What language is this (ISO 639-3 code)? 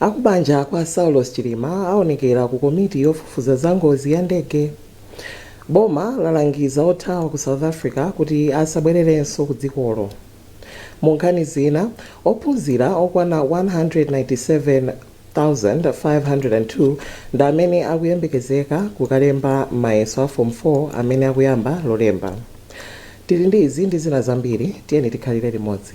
nya